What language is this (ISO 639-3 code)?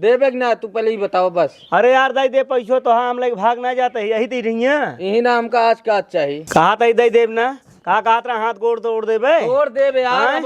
awa